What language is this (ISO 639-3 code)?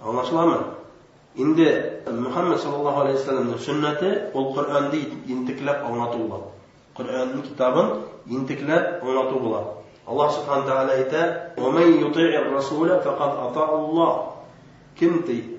bak